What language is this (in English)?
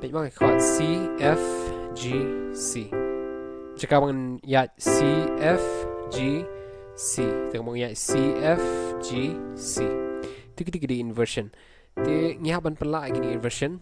Khasi